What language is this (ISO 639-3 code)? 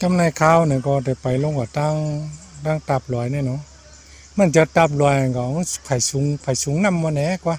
shn